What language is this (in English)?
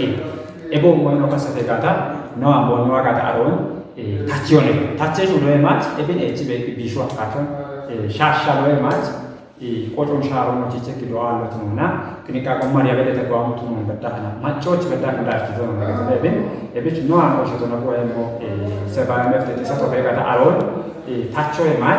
Kafa